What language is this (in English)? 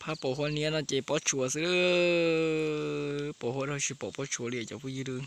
Hmong